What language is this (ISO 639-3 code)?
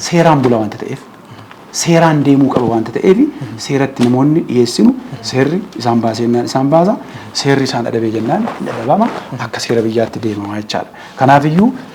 orm